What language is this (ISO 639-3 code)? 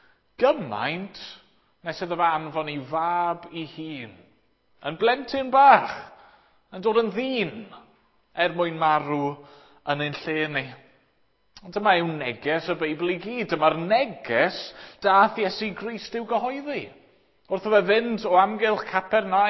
cym